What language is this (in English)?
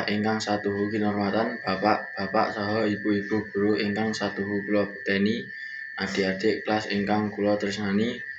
Javanese